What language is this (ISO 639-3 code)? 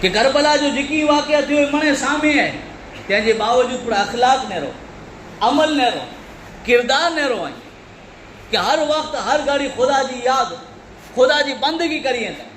kfr